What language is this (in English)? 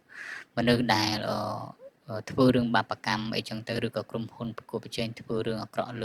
Khmer